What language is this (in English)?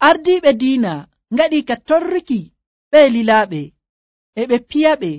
Nigerian Fulfulde